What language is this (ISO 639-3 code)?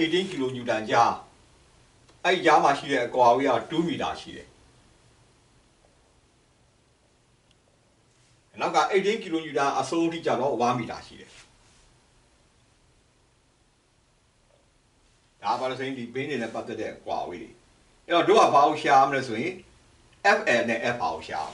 mya